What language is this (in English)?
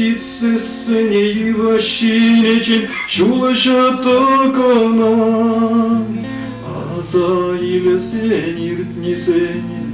Chuvash